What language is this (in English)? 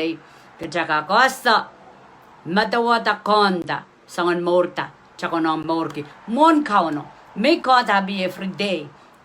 Pohnpeian